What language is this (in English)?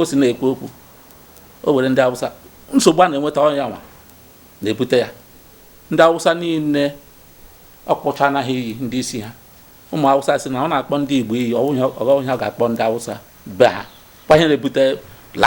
Igbo